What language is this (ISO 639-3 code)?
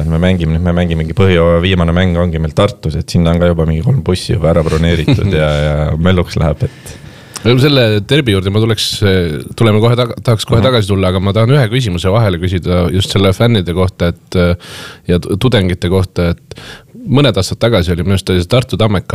est